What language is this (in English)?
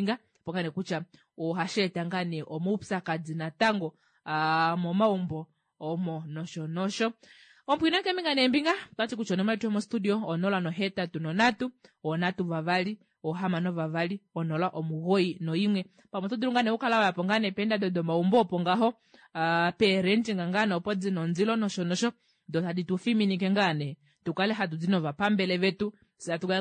Kuanyama